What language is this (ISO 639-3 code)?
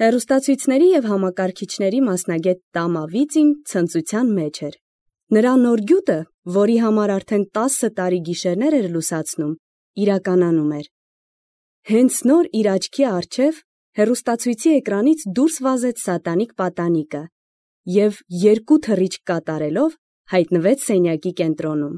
hye